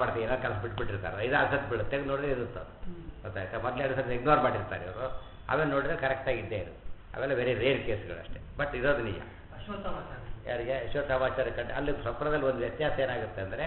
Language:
Kannada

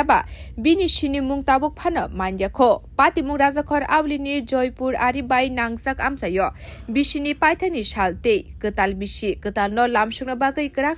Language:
Kok Borok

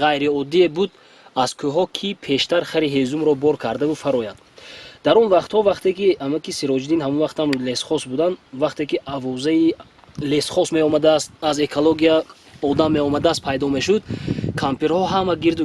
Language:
Tajik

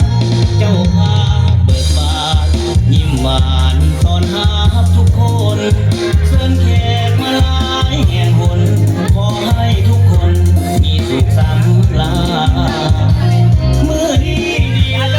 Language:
Northeastern Thai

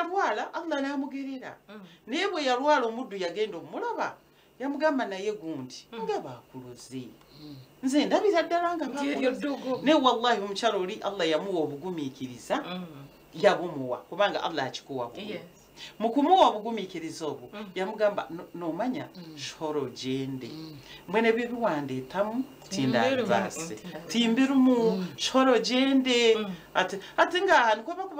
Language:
Nyankole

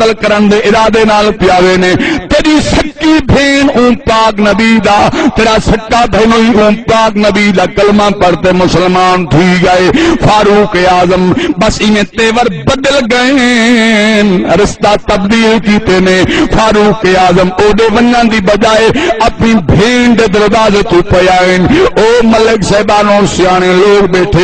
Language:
Saraiki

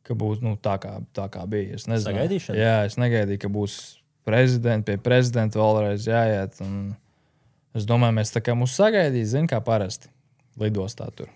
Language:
Latvian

